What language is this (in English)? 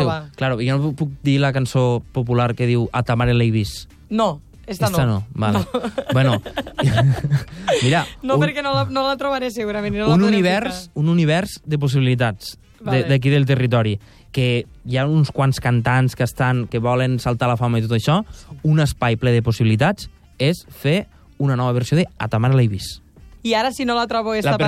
Catalan